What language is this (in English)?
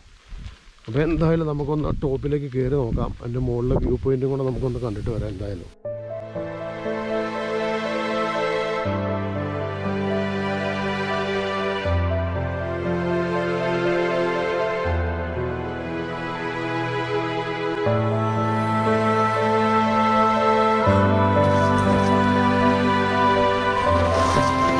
Malayalam